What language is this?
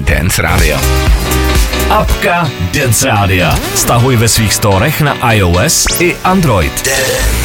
Czech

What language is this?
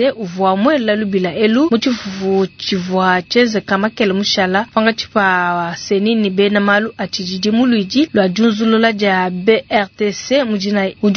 Luba-Lulua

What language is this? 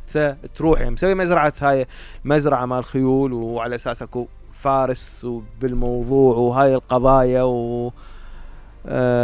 Mesopotamian Arabic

